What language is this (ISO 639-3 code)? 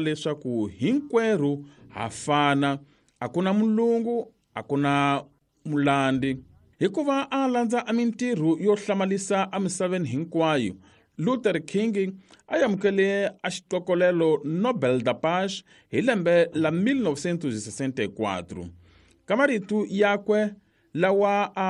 tso